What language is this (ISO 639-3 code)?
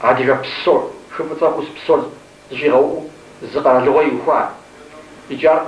kbd